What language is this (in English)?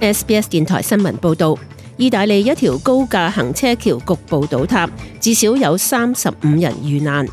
Cantonese